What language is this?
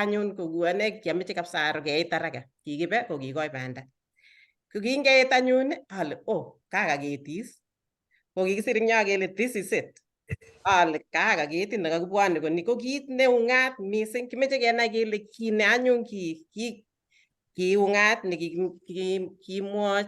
Kalenjin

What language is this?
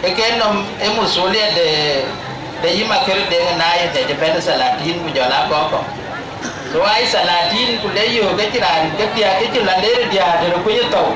Dinka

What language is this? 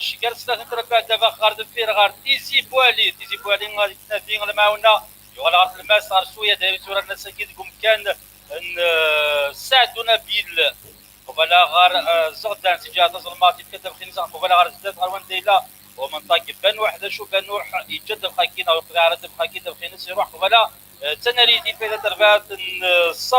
Kabyle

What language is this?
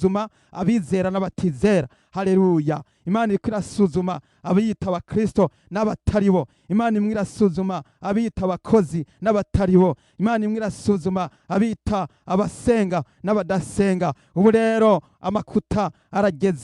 Rundi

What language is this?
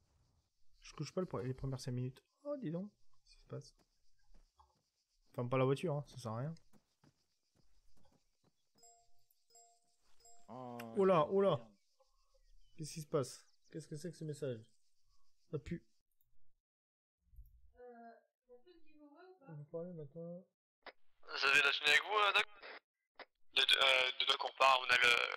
French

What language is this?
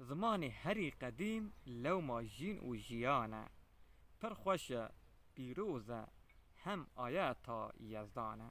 Kurdish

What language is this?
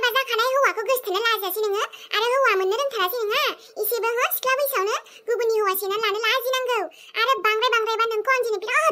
Bodo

